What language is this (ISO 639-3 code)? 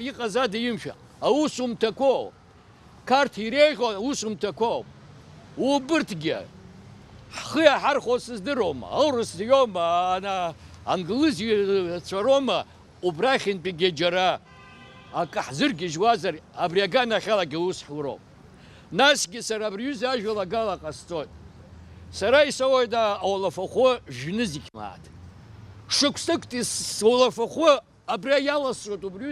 abk